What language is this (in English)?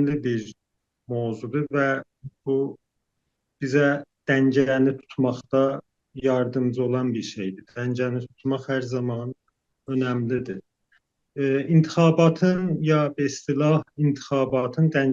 South Azerbaijani